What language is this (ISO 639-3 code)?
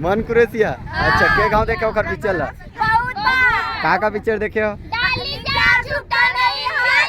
hne